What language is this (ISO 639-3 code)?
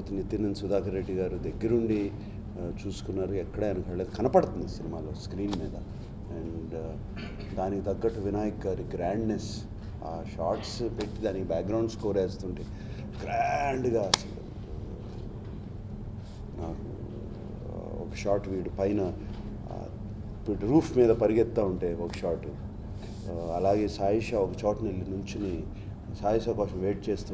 tel